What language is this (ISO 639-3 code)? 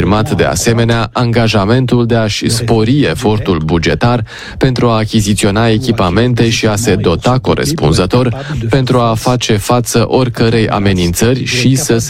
ron